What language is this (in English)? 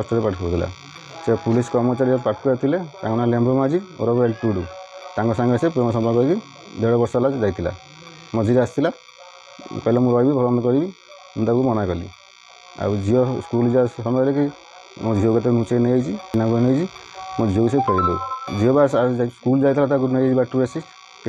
Odia